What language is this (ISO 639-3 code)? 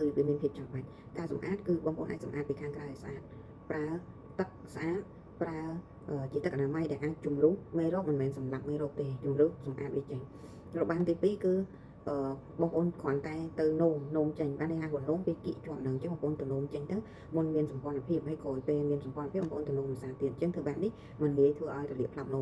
khm